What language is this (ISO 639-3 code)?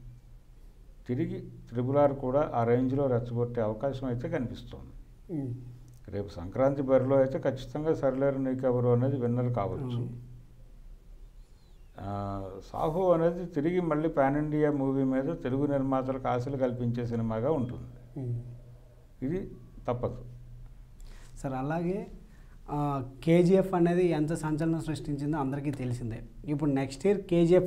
tel